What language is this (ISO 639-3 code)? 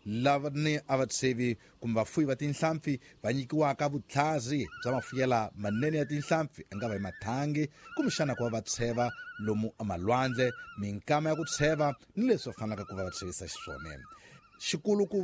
tso